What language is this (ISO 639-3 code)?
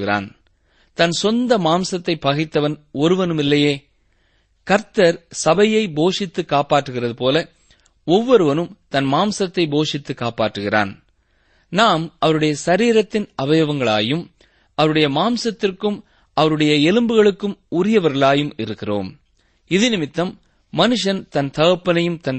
tam